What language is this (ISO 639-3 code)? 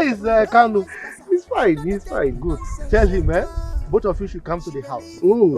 pcm